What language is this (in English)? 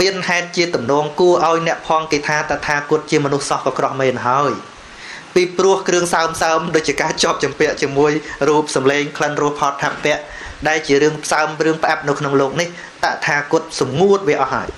Khmer